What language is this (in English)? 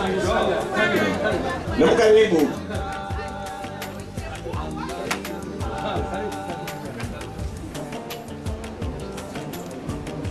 Ngazidja Comorian